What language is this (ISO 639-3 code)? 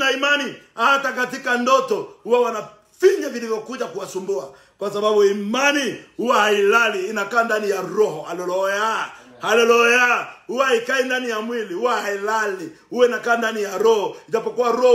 swa